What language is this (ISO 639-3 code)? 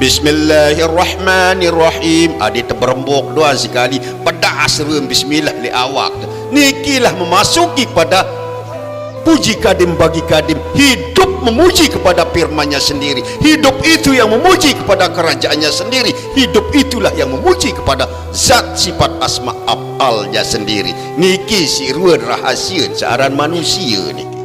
sas